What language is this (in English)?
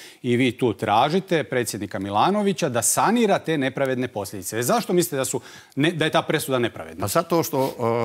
Croatian